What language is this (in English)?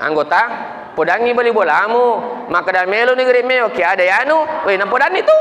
Buginese